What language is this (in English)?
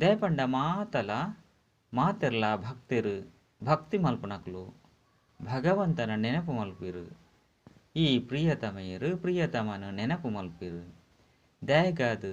Tulu